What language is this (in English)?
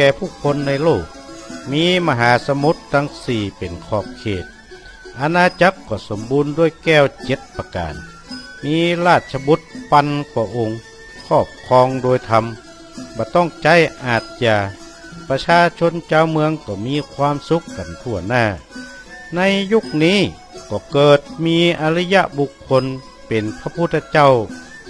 Northern Thai